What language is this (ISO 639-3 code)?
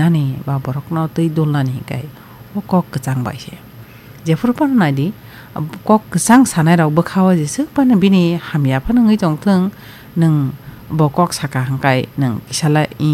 trp